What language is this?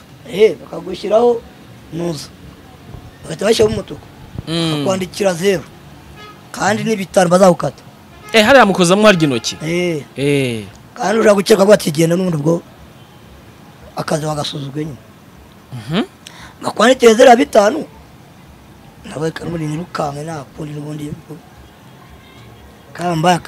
Kinyarwanda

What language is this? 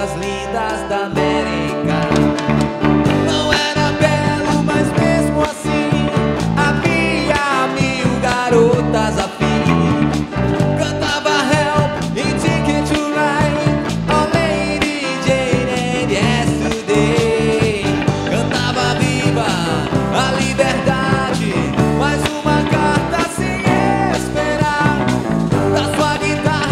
Portuguese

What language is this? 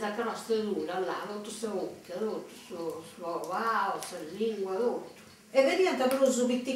Sardinian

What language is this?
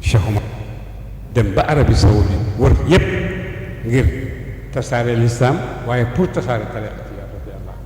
Wolof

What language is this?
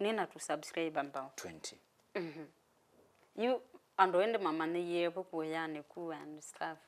Kamba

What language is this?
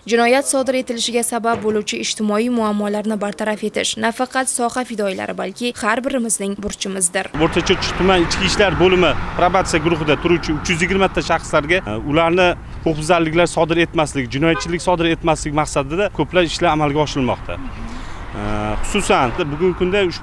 Uzbek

